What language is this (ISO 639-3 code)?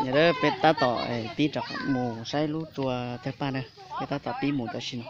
hmn